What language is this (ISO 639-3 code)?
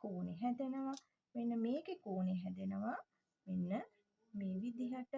sin